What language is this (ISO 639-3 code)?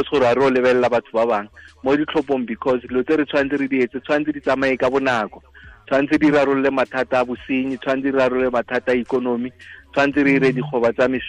tsn